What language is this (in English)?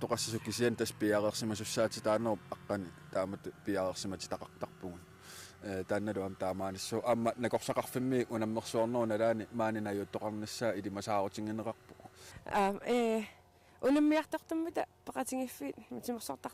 Kalaallisut